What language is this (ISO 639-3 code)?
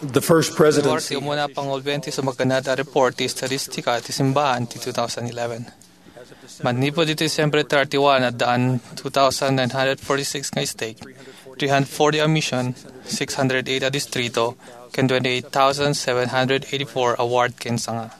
ilo